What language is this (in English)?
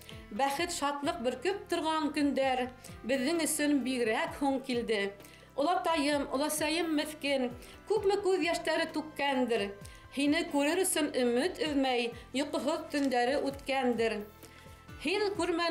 Bashkir